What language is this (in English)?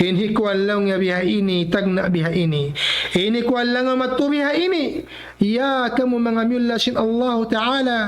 Tausug